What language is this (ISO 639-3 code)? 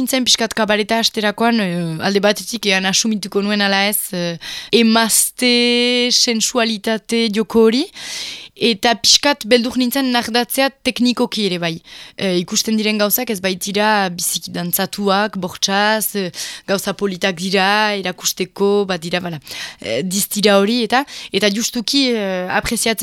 eus